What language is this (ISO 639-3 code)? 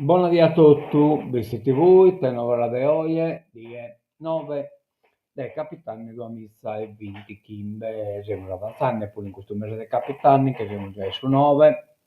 srd